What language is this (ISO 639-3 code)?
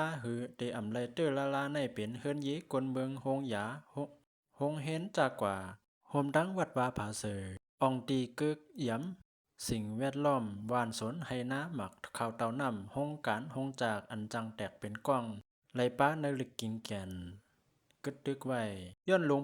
shn